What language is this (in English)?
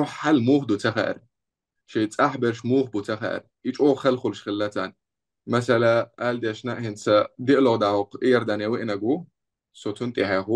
Chechen